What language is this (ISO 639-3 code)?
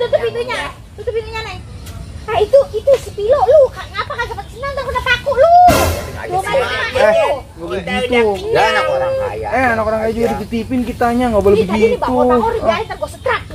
bew